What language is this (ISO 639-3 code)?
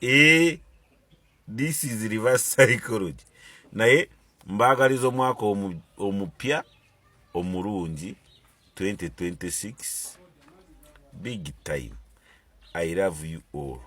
lug